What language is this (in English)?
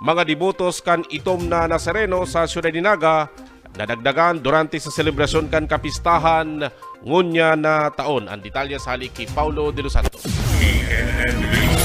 Bikol